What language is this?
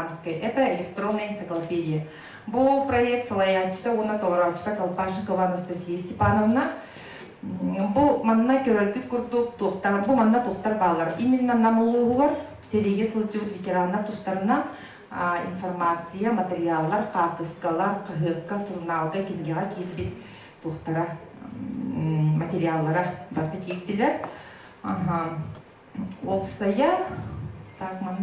Yakut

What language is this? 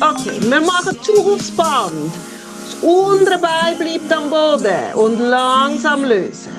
Swiss German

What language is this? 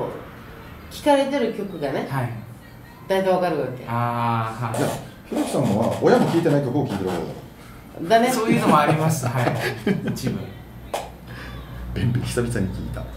Japanese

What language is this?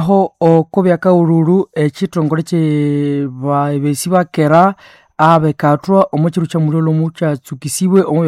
Nande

